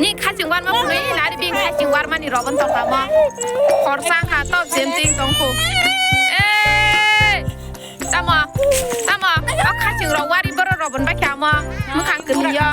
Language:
Kok Borok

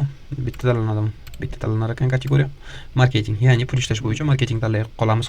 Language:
Uzbek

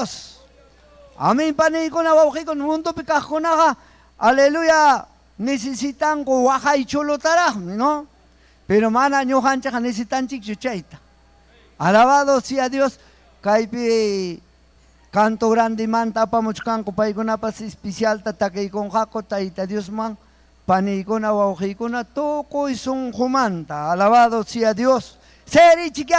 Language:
Ayacucho Quechua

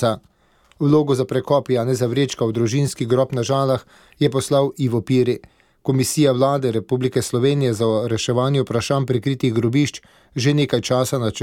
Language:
Slovenian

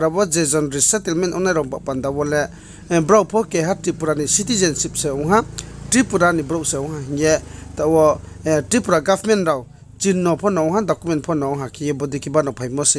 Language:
Riang (India)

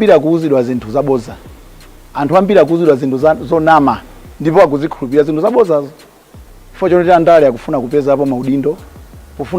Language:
Nyanja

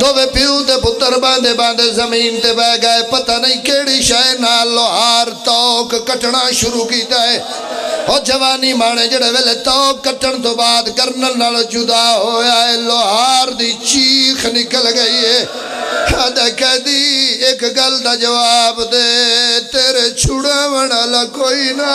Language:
Pahari-Potwari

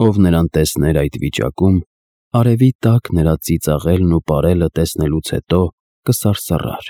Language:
Armenian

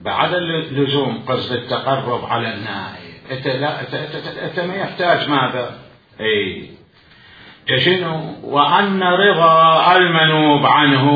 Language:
Mesopotamian Arabic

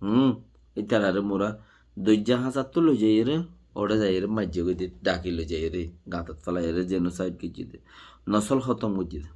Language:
Rohingya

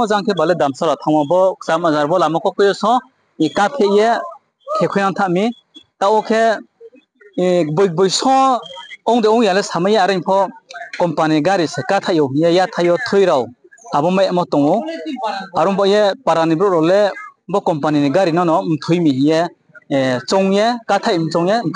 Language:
Riang (India)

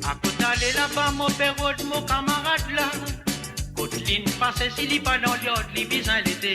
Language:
Morisyen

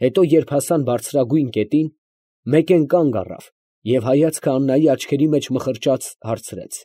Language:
Armenian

